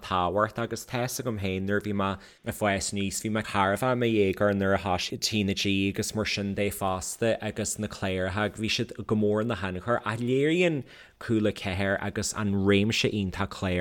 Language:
Irish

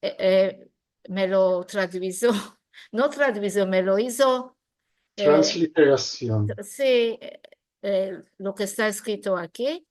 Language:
Ladino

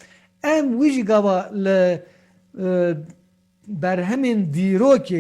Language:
Kurdish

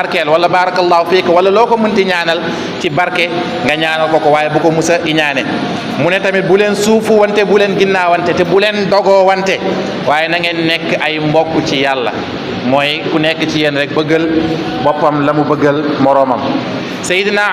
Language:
Wolof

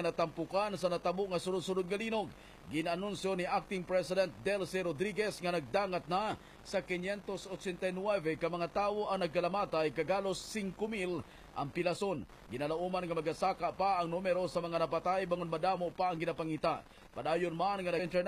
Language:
Hiligaynon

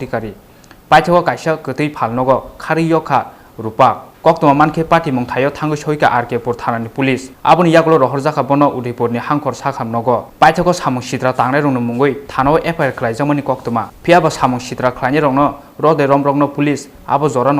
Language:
Kok Borok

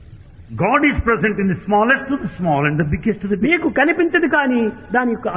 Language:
Telugu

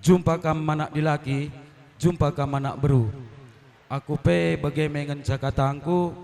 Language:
Batak Karo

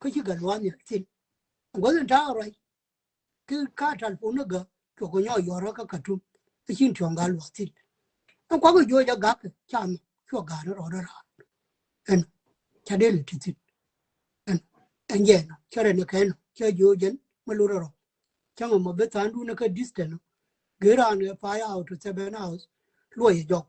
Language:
Nuer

